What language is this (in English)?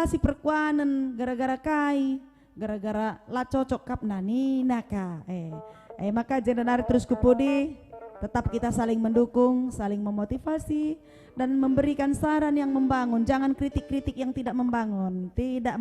Batak Karo